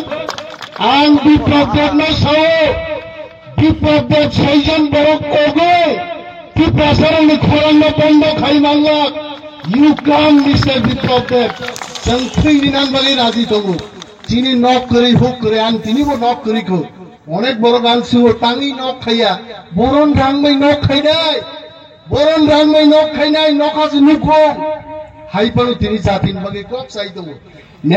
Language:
Kok Borok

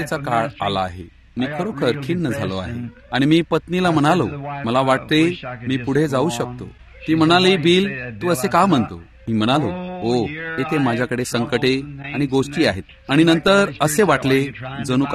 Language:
Marathi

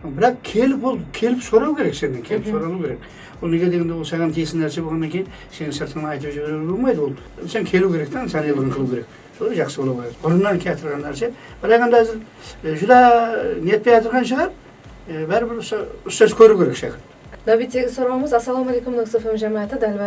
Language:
Kara-Kalpak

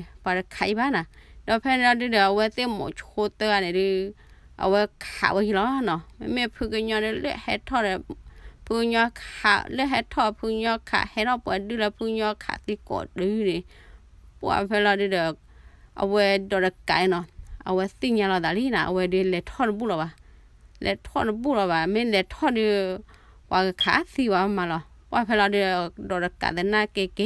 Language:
S'gaw Karen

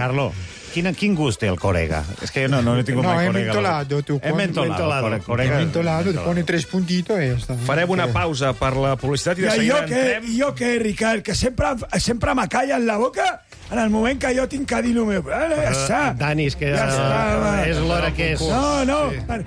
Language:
Catalan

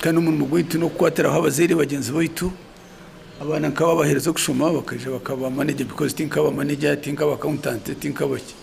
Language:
Nyankole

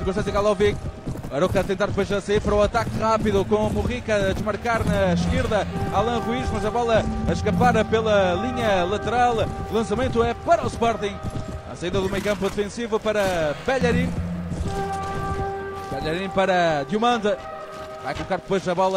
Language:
Portuguese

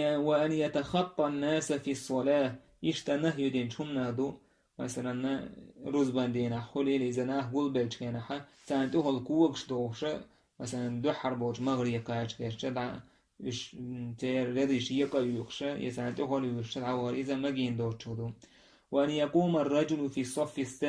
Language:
Chechen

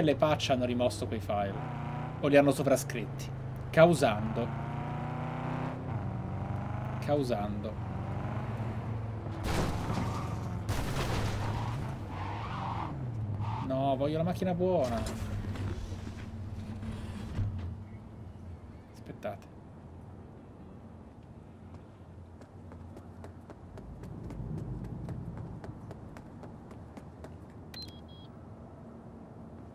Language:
Italian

